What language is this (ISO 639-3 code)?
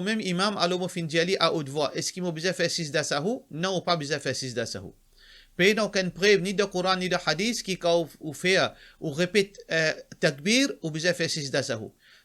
mfe